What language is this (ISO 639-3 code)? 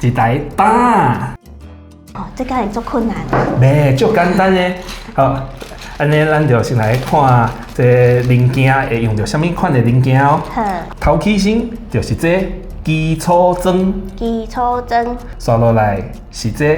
nan